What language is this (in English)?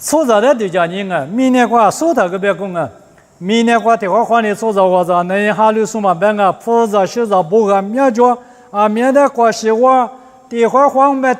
Lisu